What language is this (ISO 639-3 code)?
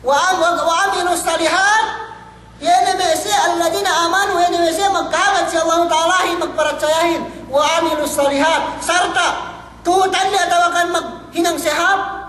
yka